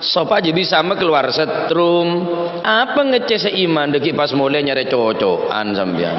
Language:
Madurese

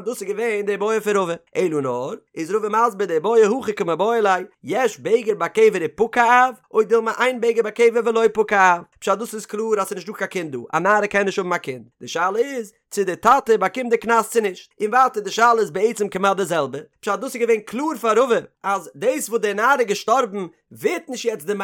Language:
Yiddish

